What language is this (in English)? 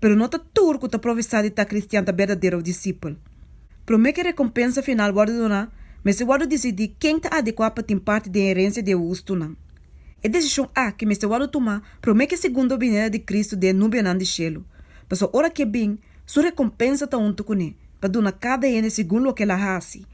Papiamento